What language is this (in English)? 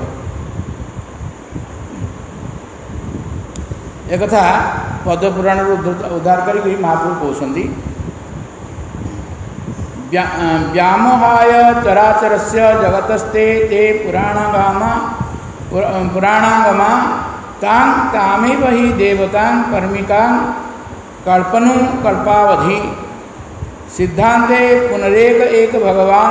Odia